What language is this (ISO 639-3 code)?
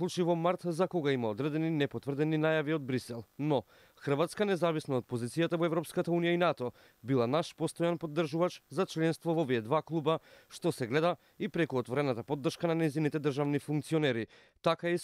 mkd